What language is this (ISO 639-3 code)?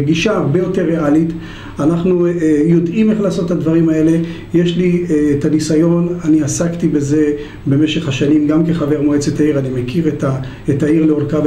heb